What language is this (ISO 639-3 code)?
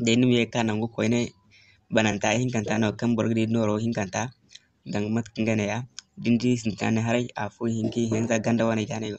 dje